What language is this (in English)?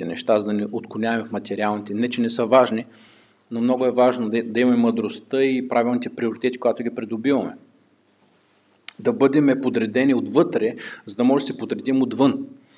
Bulgarian